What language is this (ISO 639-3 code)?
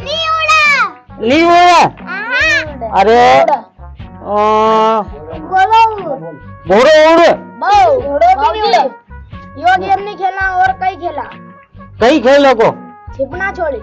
raj